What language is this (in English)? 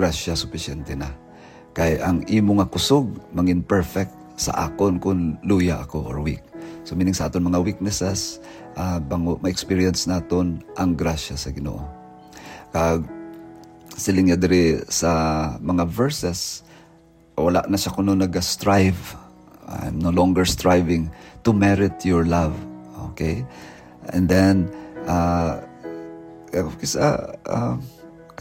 Hiligaynon